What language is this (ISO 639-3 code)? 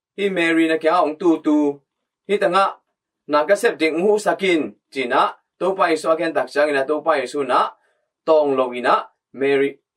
ctd